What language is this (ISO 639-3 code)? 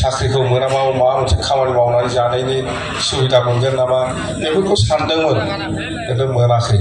brx